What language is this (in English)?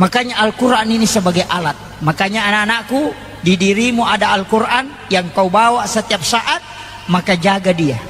Buginese